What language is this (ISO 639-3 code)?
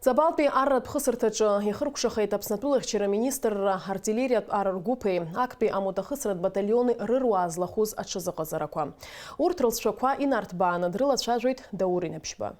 abk